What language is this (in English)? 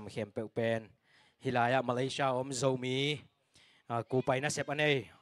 Tedim Chin